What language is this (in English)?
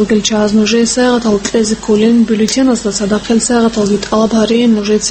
Avaric